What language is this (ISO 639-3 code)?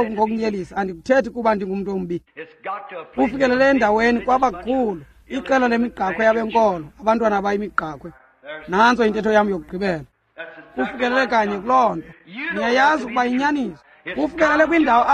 xho